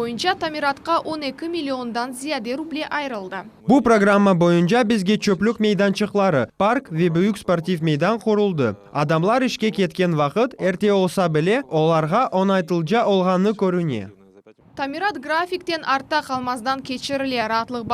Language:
Crimean Tatar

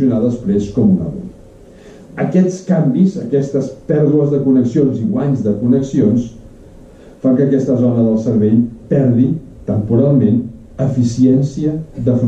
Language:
Catalan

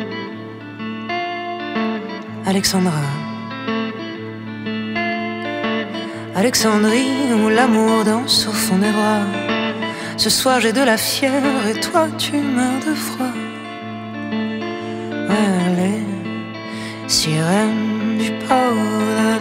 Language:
French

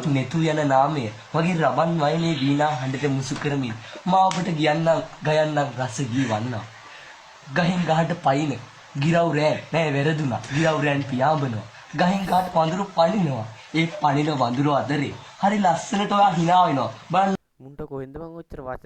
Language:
Sinhala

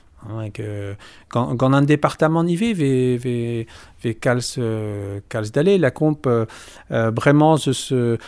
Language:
Breton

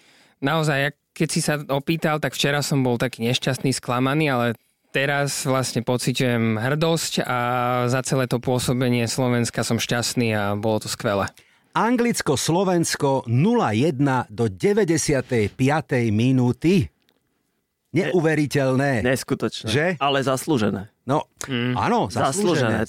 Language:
Slovak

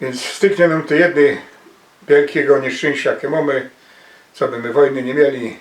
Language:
Silesian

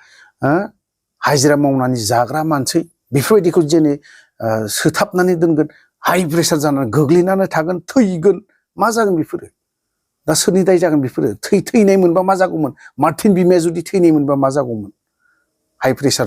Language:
Bodo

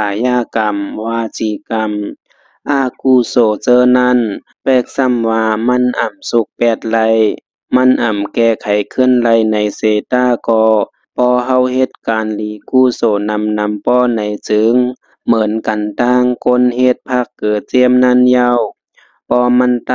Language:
Shan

